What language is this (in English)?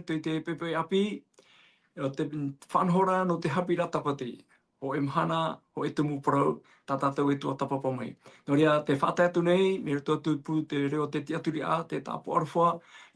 Tahitian